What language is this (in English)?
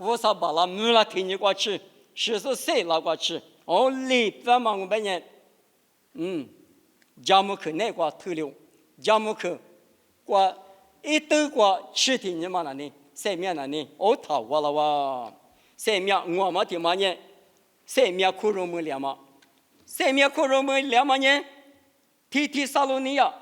Lisu